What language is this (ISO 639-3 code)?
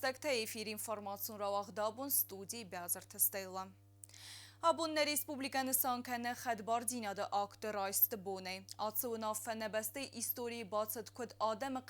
oss